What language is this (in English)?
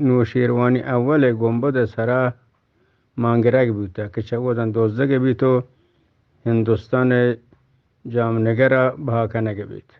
Eastern Balochi